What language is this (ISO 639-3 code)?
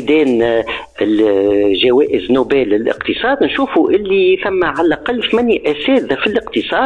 aeb